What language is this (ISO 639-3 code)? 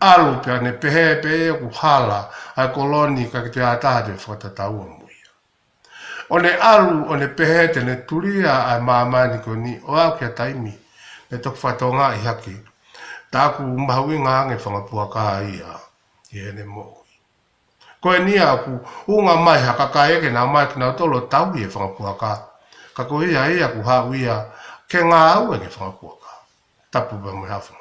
ton